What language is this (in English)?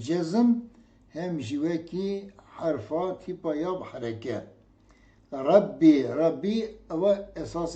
Kurdish